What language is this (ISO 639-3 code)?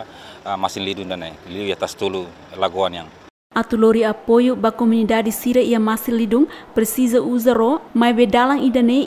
tet